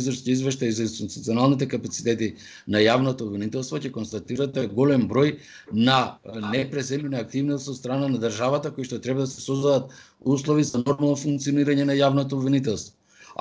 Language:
Macedonian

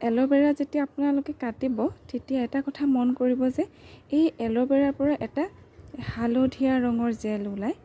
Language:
Assamese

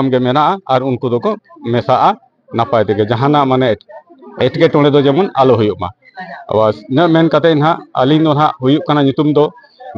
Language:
Santali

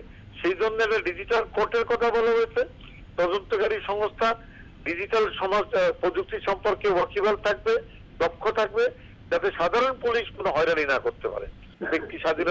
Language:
Bangla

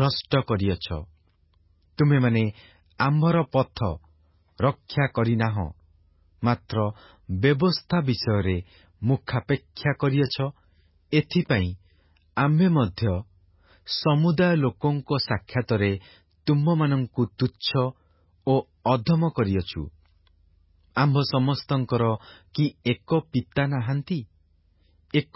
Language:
Odia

